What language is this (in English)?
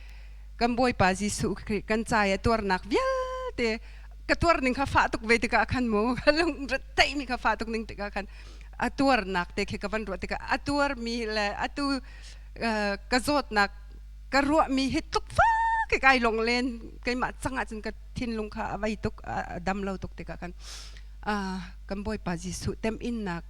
Hakha Chin